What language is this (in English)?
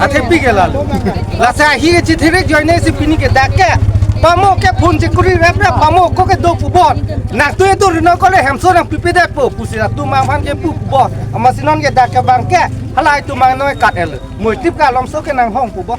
Karbi